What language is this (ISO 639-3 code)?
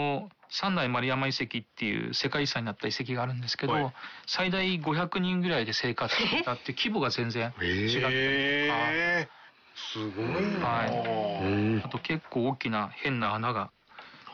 jpn